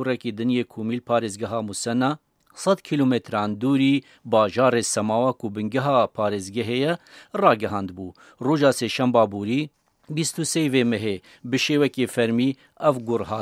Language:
Kurdish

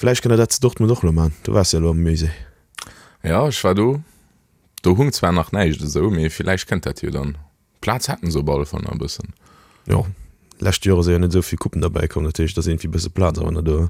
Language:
Luxembourgish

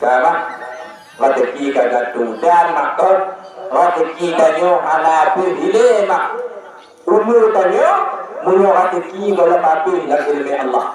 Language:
Achinese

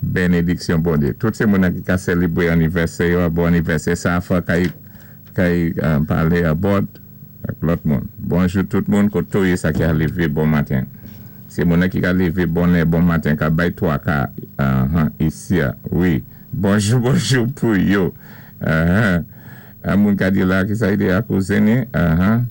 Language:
Saint Lucian Creole French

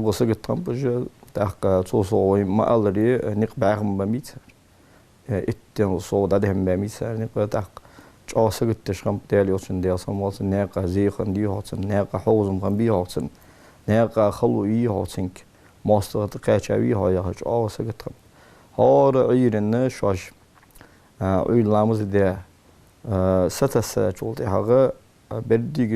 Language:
Ingush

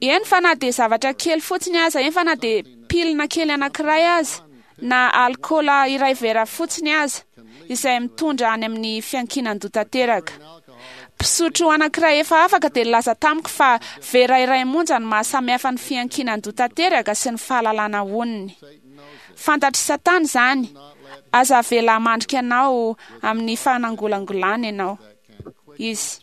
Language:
Malagasy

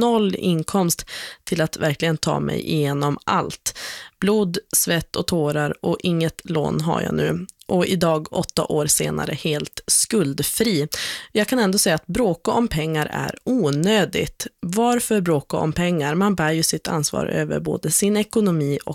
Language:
Swedish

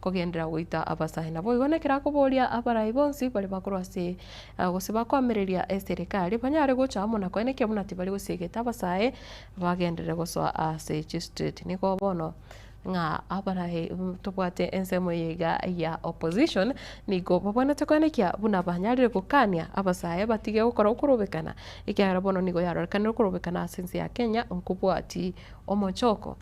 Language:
Gusii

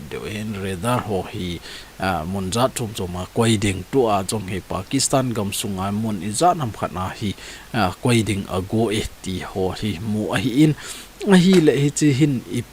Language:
Thado Chin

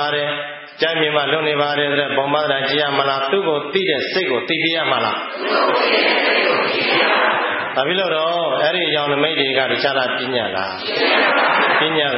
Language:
Burmese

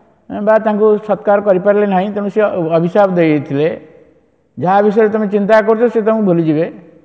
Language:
Odia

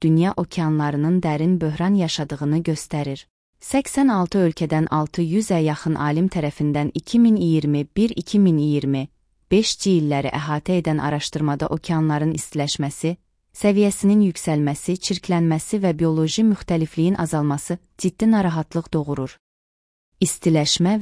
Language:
Azerbaijani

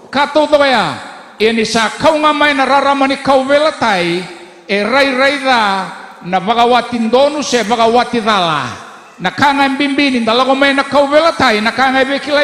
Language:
Fijian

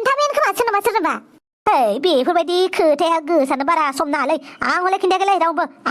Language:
Bodo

